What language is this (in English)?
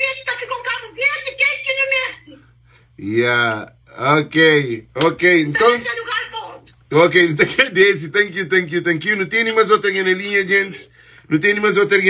Kabuverdianu